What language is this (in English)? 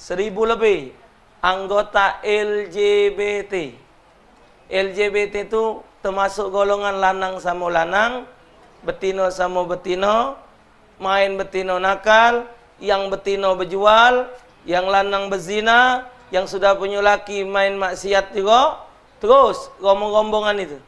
Musi